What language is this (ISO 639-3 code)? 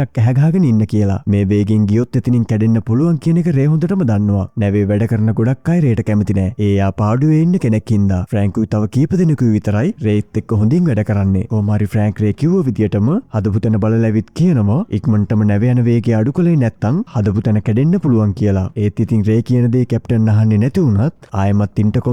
sin